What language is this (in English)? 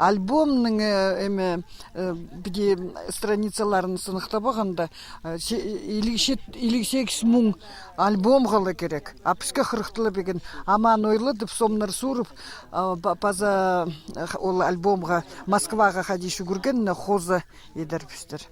Khakas